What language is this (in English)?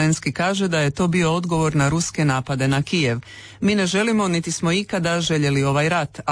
Croatian